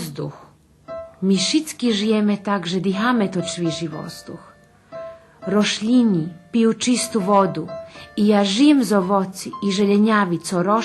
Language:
Rusyn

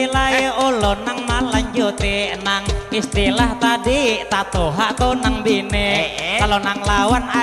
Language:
Banjar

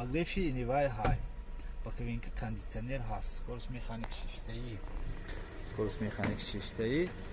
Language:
Tajik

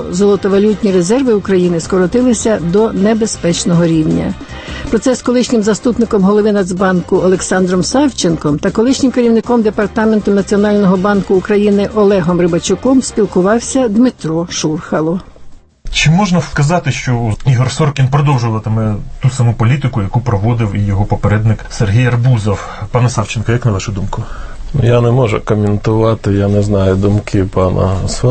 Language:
Ukrainian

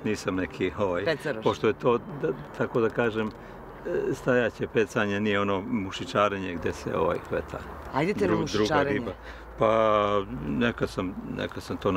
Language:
Serbian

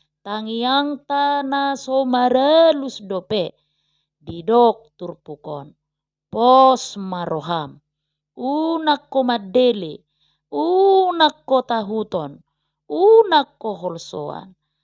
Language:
Batak Toba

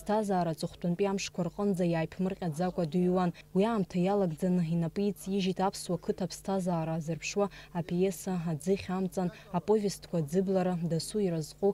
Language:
Abkhazian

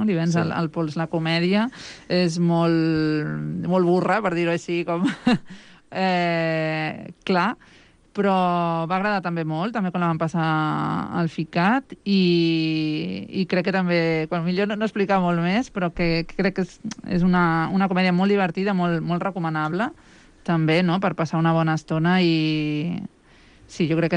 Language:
Catalan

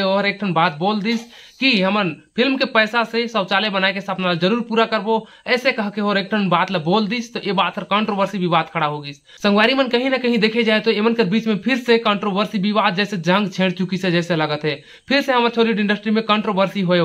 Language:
Chhattisgarhi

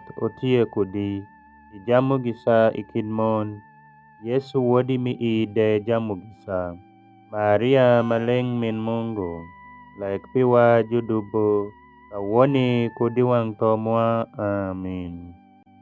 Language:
Alur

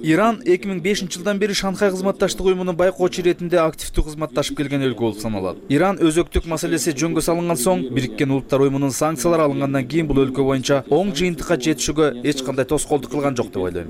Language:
Kyrgyz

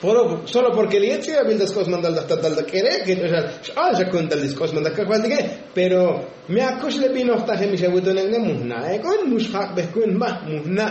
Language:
Tzotzil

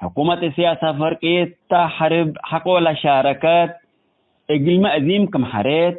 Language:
Tigre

